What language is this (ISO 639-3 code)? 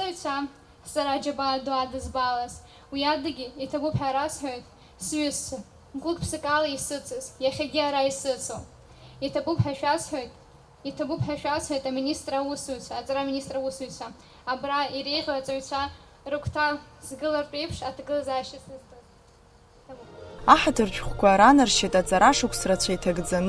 abk